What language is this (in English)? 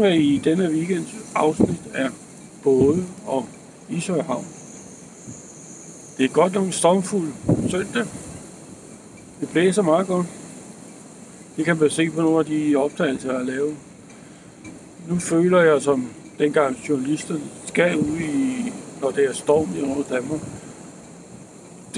Danish